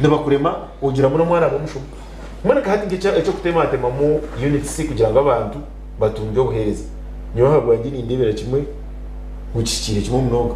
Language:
Nyankole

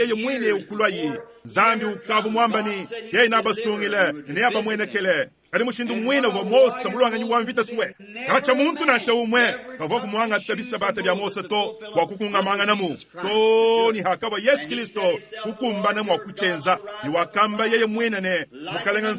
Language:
Luba-Lulua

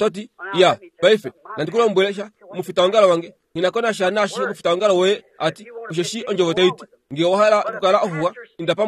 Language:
Kuanyama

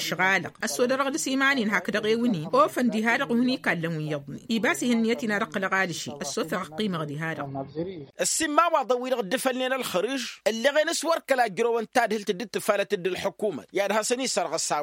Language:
Tamasheq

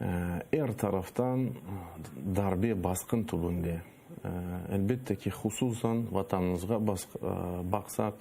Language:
Crimean Tatar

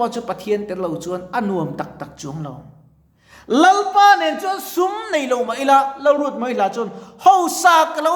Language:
Mizo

